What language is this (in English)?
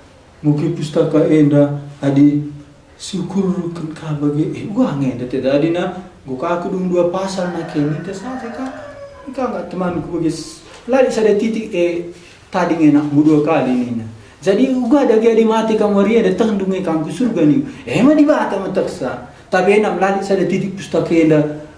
Batak Karo